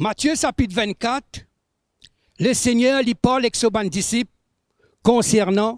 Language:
Morisyen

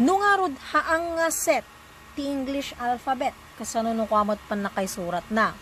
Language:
Iloko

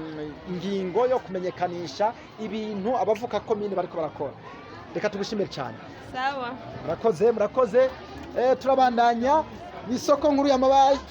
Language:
Rundi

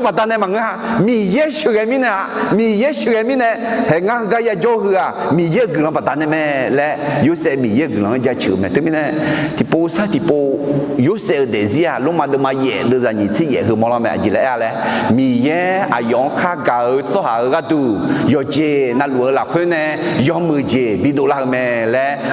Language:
Akha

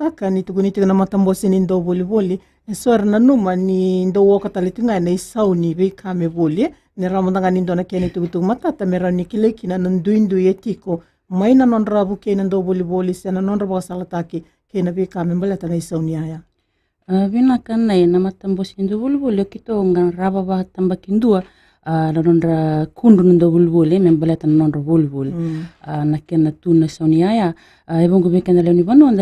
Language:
Fijian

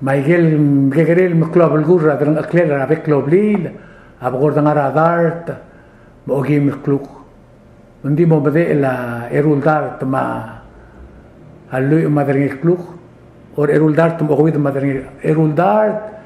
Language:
Palauan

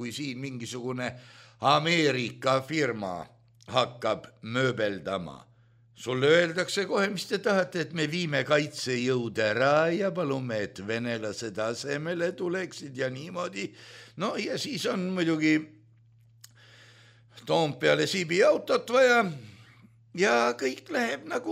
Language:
Estonian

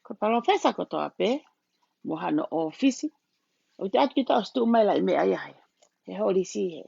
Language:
Tongan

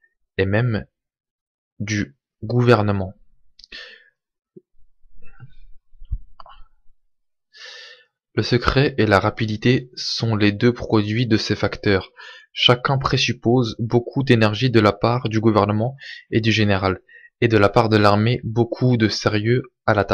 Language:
French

